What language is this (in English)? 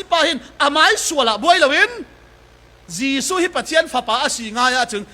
Falam Chin